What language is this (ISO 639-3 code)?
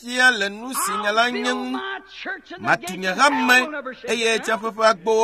ewe